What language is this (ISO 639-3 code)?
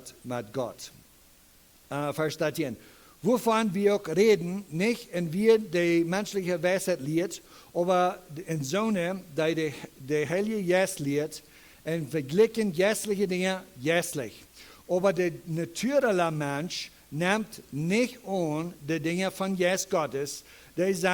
pdt